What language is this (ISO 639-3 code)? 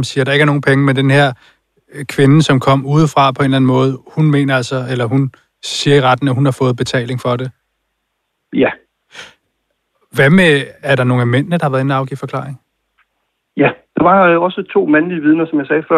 dan